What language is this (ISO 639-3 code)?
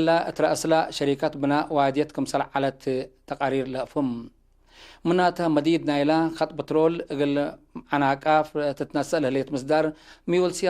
tig